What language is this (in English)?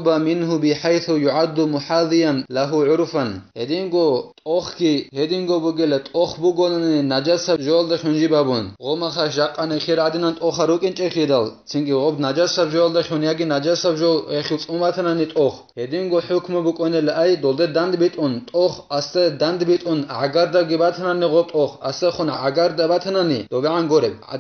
Avaric